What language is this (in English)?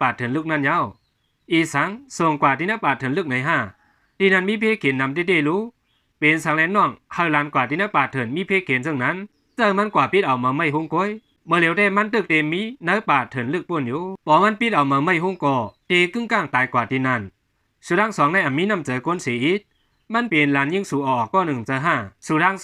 Shan